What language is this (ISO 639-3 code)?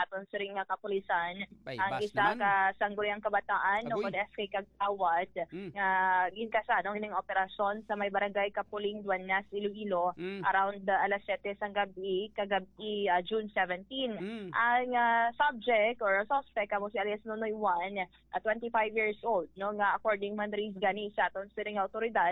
hil